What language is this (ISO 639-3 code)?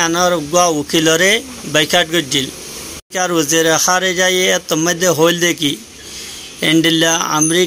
rhg